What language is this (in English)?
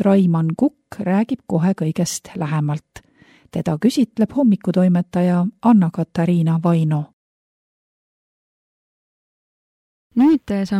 Estonian